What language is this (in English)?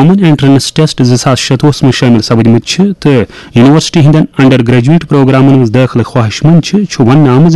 Kashmiri